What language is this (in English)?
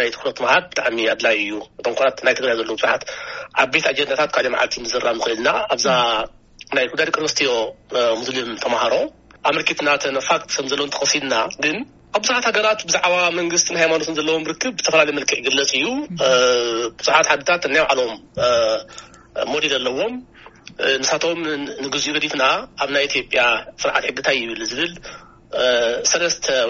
Tigrinya